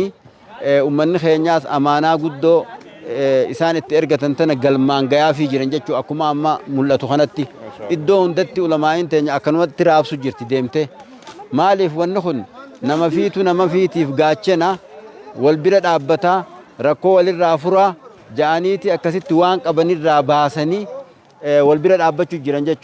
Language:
Oromo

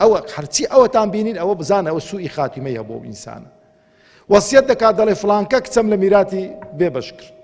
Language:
Central Kurdish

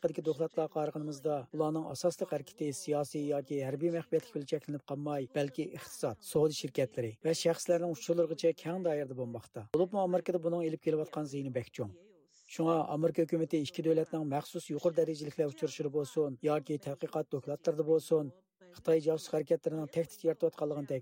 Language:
Uyghur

